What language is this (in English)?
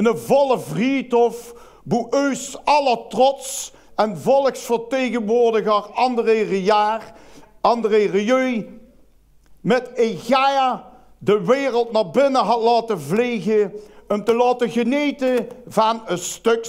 Limburgish